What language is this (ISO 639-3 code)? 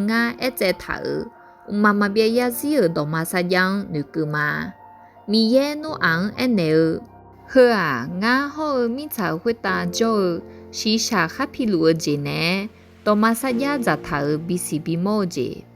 ahk